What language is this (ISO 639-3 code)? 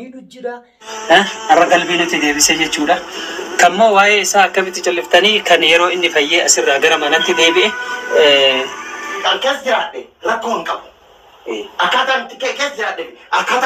orm